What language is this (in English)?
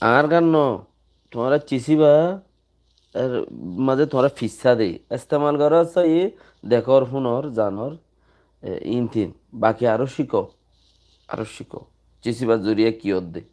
Rohingya